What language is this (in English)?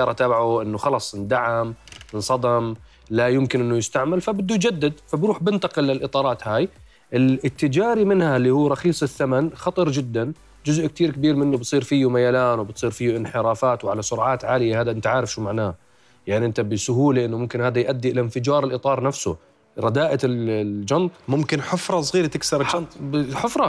Mesopotamian Arabic